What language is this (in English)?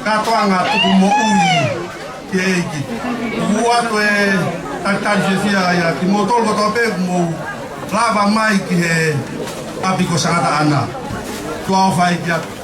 Tongan